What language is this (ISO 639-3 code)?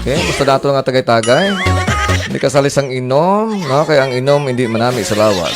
hil